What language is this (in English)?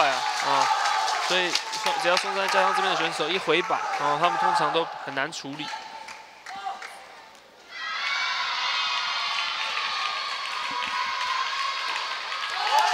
Chinese